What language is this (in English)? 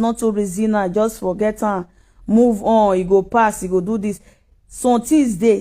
Nigerian Pidgin